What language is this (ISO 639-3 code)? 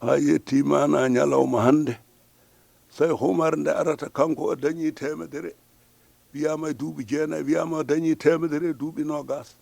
ful